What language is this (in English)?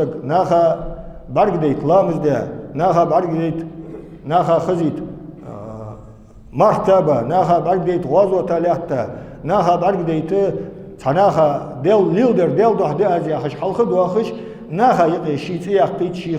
Ingush